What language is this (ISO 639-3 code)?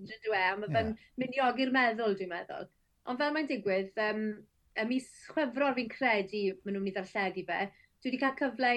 cym